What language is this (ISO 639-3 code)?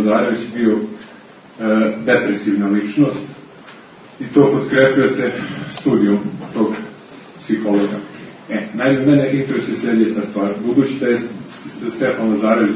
srp